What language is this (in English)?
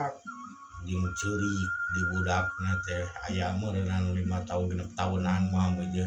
Sundanese